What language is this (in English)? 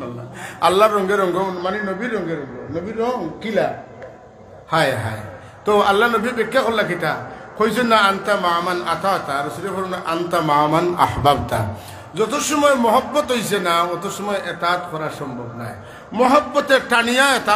Sylheti